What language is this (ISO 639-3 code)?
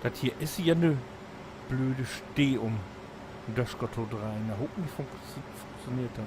nds